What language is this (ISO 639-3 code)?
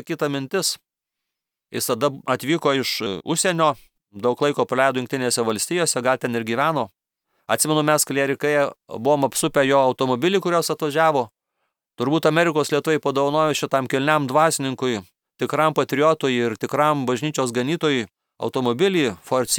lit